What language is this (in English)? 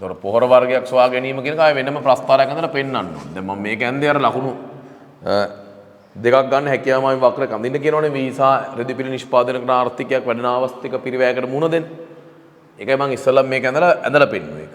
Sinhala